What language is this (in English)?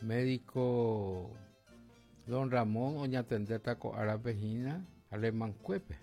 Guarani